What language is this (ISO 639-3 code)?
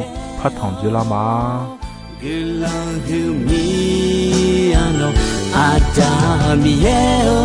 ahk